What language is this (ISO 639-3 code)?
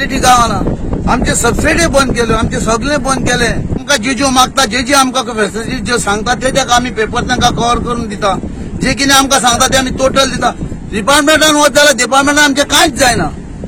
kok